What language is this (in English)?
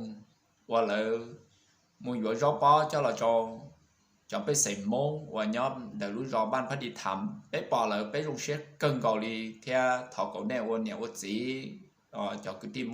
Hmong